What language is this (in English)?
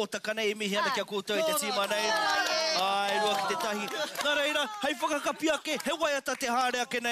Māori